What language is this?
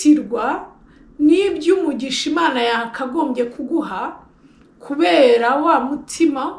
Kinyarwanda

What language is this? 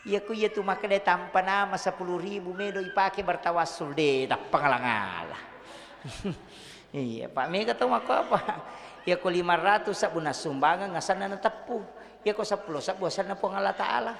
Buginese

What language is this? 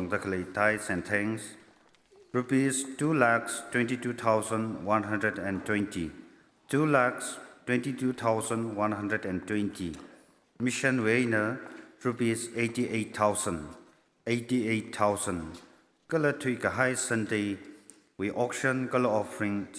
Tangkhul Naga (India)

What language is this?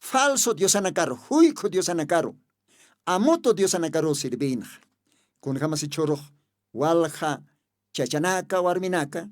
Aymara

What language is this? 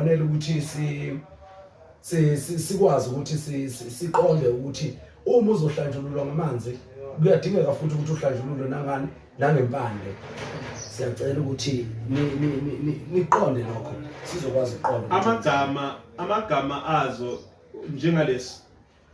Zulu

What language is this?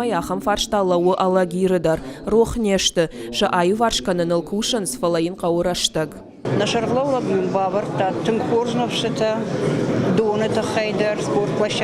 Ossetic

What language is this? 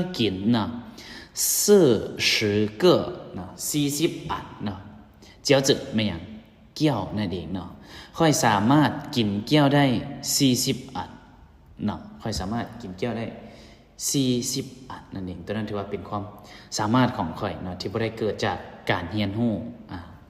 Lao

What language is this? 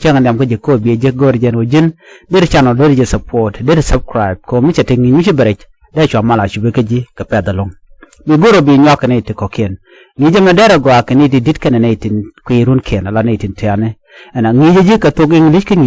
Nuer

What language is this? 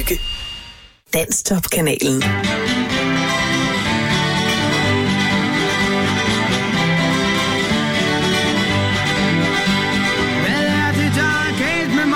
Danish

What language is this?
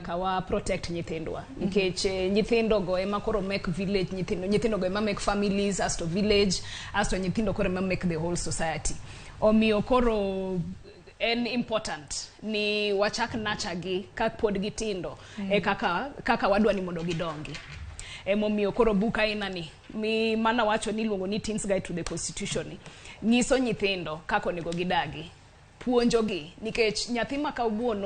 Luo (Kenya and Tanzania)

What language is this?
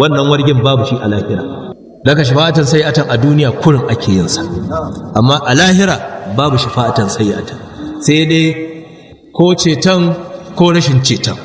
Hausa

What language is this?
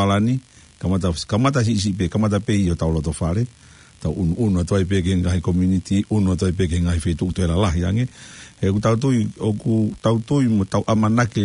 Tongan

